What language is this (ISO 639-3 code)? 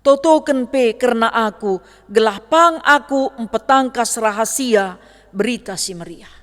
btx